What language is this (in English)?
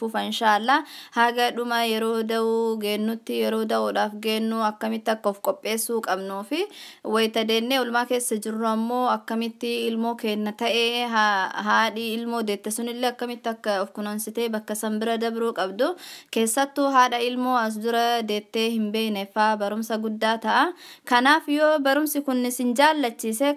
Oromo